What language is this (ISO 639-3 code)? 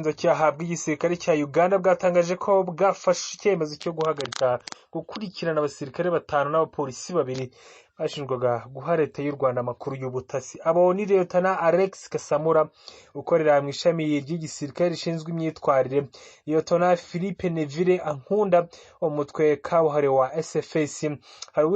kin